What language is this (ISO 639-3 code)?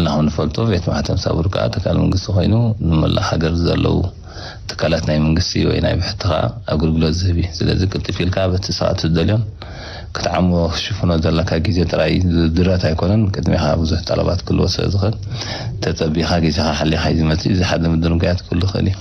tir